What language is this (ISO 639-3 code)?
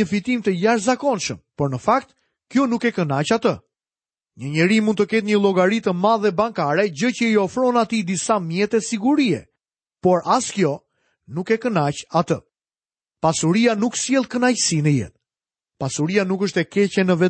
sqi